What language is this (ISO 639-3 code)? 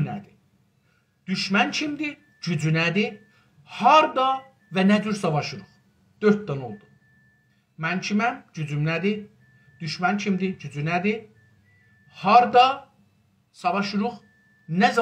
azb